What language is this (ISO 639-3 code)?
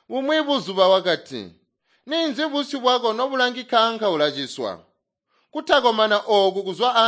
toi